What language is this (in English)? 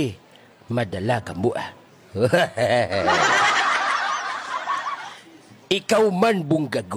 Hiligaynon